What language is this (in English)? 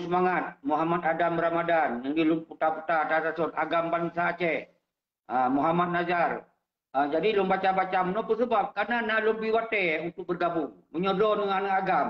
Achinese